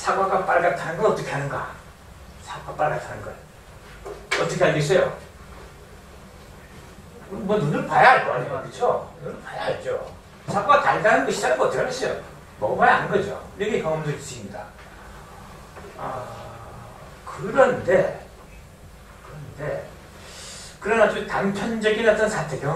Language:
Korean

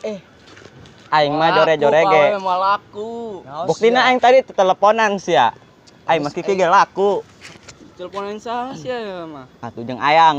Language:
Sundanese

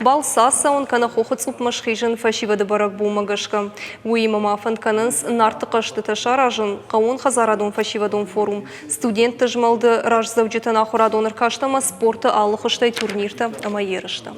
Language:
Ossetic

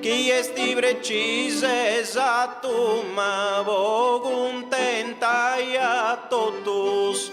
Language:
Sardinian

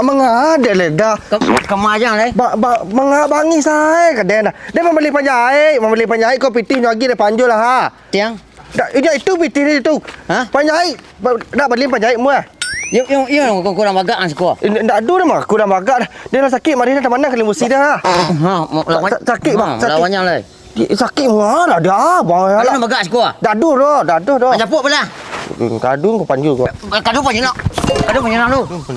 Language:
Minangkabau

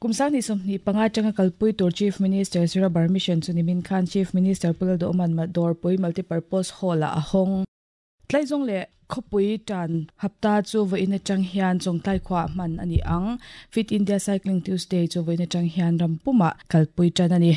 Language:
Mizo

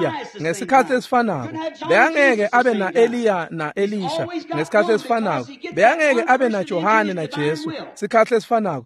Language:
Swati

